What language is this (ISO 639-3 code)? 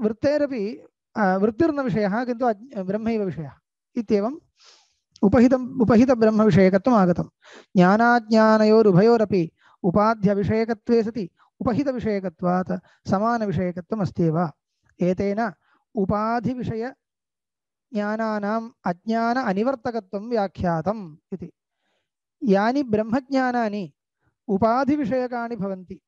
san